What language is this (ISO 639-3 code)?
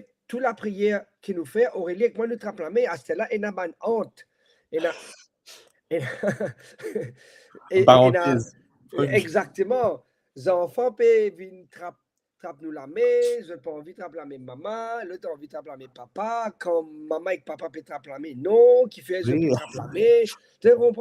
mfe